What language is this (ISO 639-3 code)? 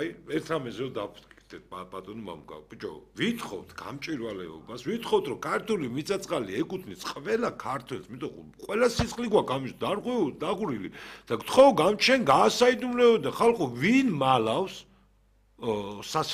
kat